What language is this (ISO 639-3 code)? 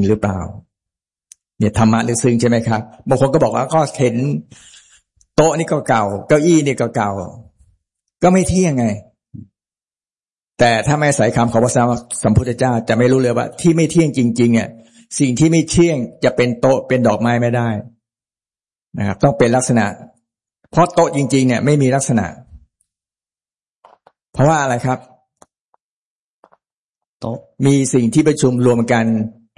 tha